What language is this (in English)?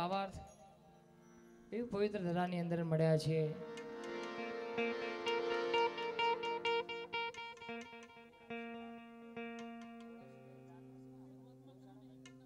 Gujarati